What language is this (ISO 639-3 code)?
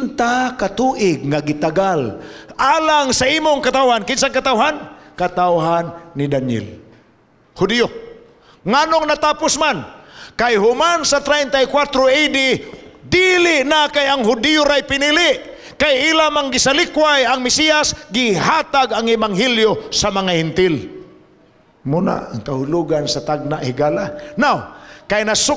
ceb